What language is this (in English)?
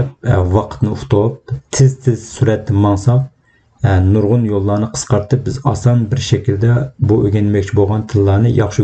Uyghur